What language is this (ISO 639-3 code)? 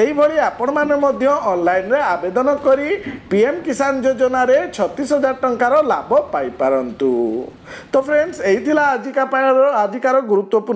ori